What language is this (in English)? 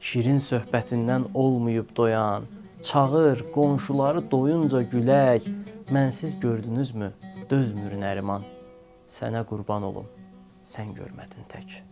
Azerbaijani